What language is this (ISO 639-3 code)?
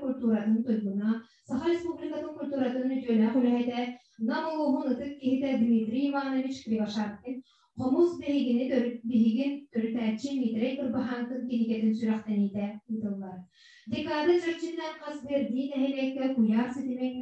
sah